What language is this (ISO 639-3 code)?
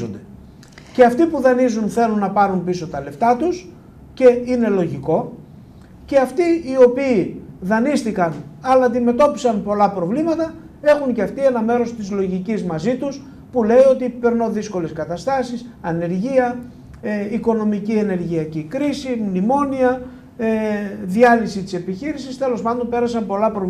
ell